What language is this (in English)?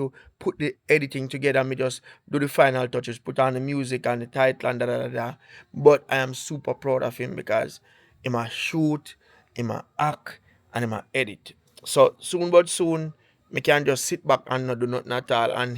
Jamaican Creole English